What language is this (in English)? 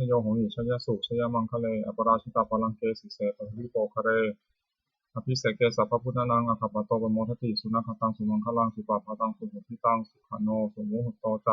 Pali